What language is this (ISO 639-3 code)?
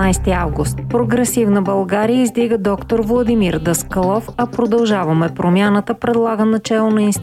bul